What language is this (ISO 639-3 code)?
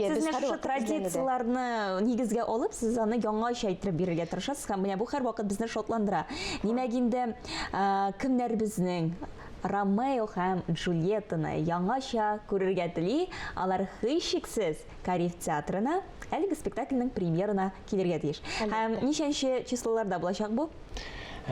tat